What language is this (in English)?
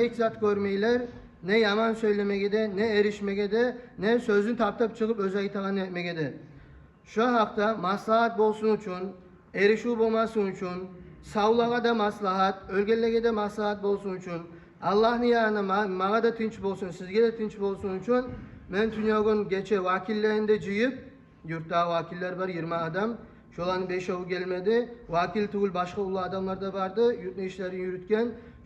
Kumyk